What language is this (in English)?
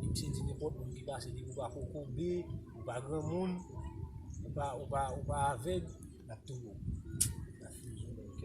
Haitian Creole